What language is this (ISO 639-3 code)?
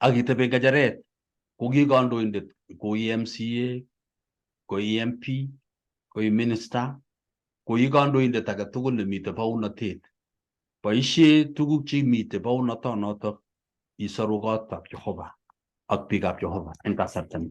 kln